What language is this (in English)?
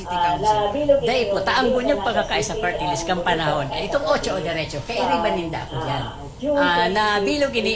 Bikol